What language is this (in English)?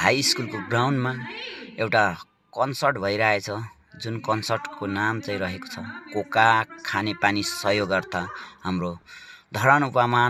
Nepali